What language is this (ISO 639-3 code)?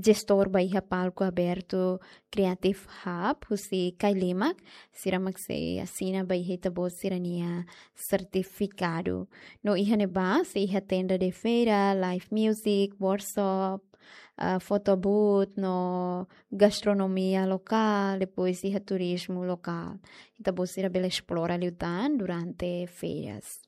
tet